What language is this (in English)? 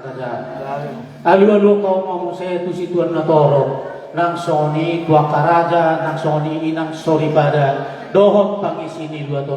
Batak Toba